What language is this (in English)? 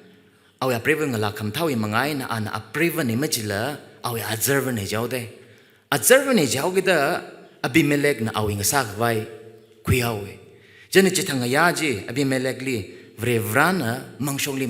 Tangkhul Naga (India)